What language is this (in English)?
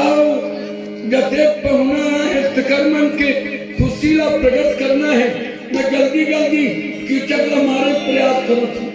Chhattisgarhi